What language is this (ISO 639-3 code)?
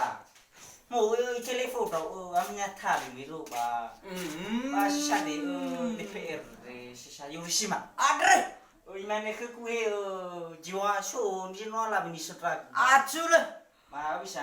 nia